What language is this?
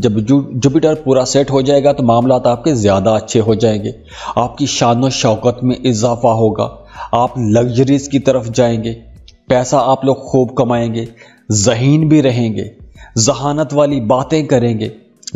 Urdu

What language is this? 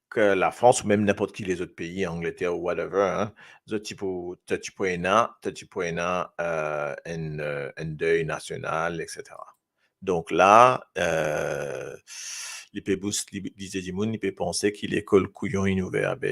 Morisyen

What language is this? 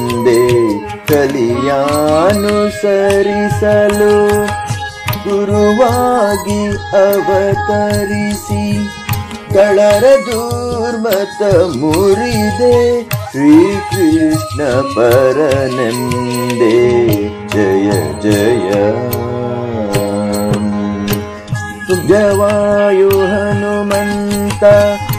Kannada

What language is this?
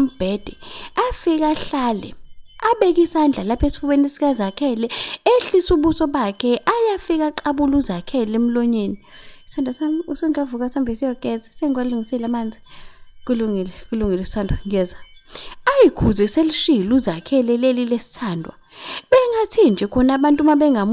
Zulu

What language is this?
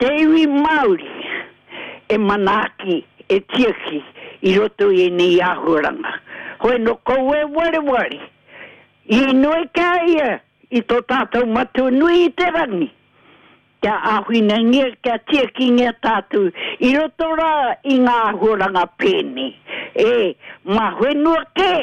Māori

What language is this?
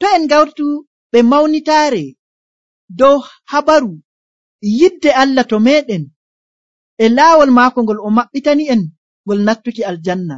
Nigerian Fulfulde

